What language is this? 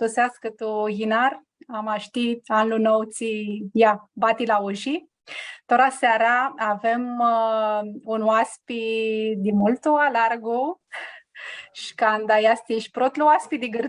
Aromanian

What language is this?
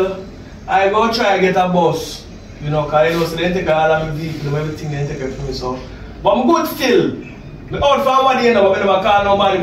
Jamaican Creole English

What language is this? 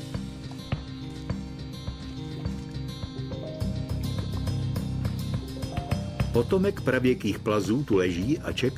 Czech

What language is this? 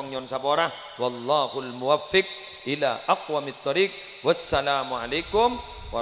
Madurese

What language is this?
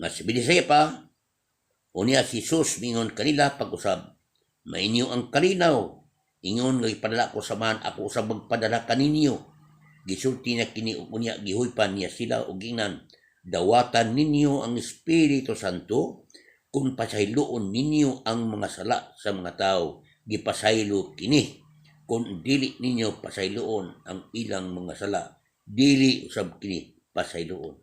Cebuano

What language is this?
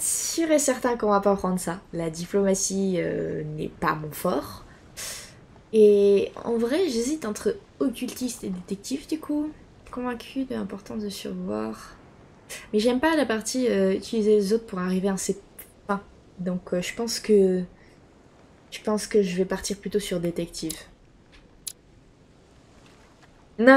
French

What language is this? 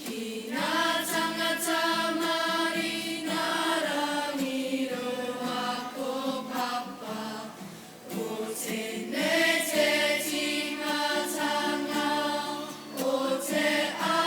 Māori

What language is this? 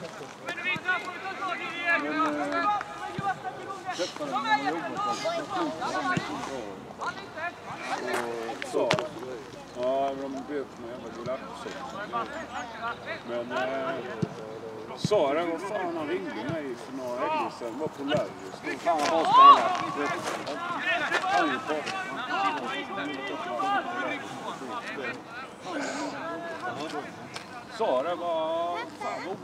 Swedish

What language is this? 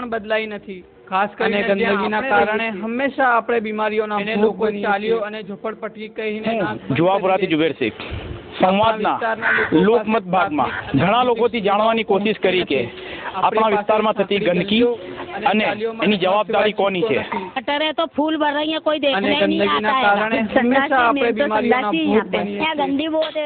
Gujarati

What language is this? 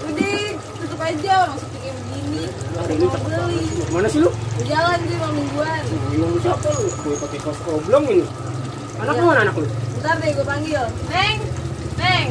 Betawi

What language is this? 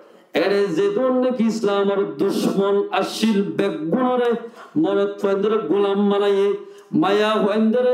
Rohingya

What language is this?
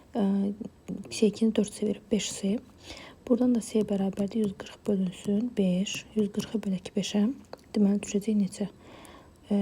Azerbaijani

